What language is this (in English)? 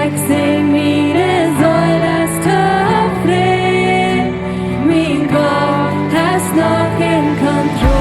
Plautdietsch